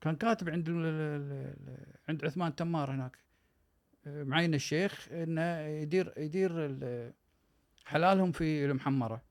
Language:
Gulf Arabic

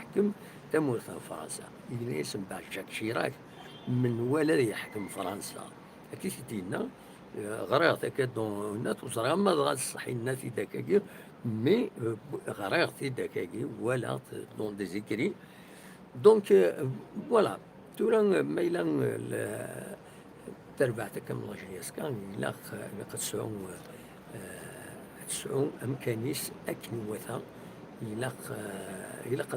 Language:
Kabyle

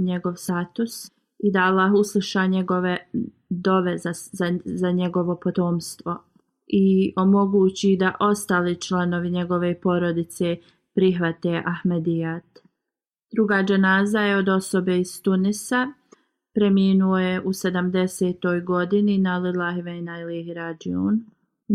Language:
Bosnian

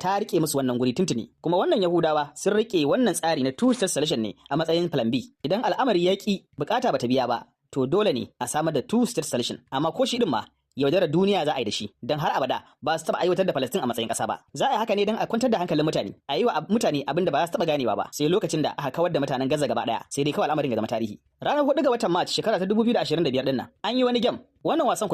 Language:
Hausa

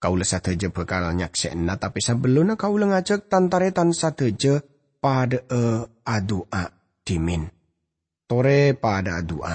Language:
Madurese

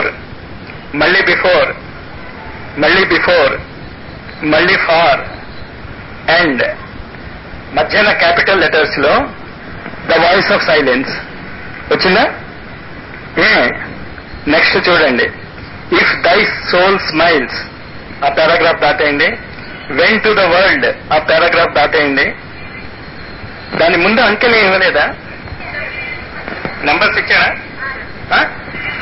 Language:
Telugu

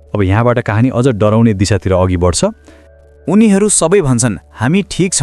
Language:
Nepali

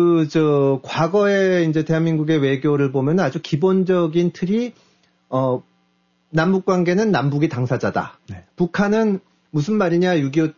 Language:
Korean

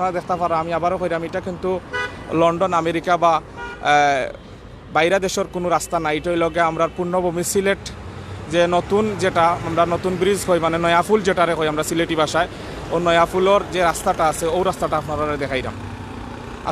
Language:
Sylheti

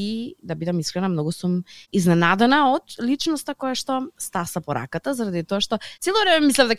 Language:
Macedonian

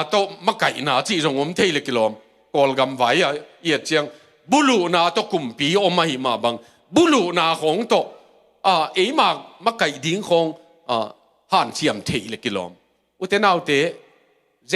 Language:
Tedim Chin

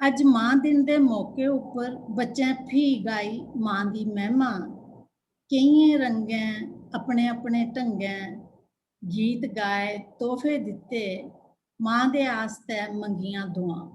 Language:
Dogri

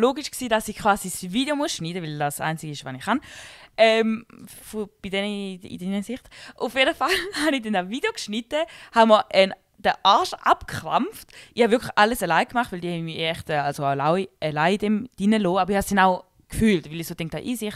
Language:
Swiss German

